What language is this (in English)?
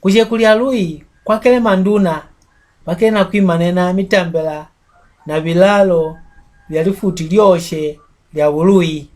Mbunda